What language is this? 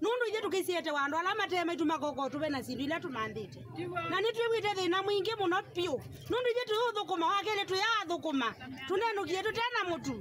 Kamba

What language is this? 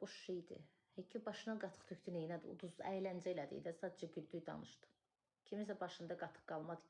Azerbaijani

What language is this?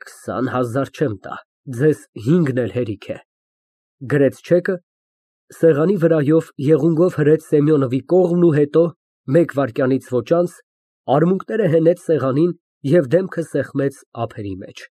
Armenian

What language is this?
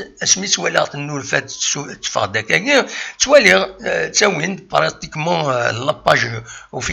Kabyle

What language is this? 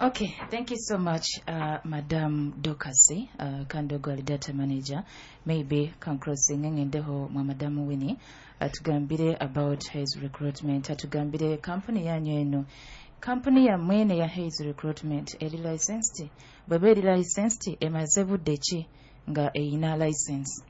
Nyoro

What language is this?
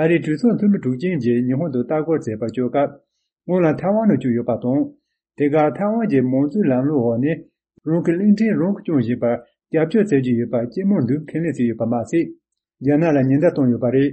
Tibetan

